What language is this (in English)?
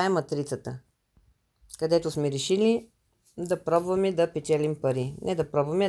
Bulgarian